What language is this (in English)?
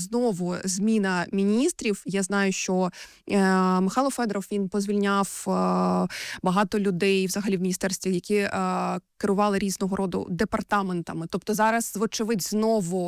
Ukrainian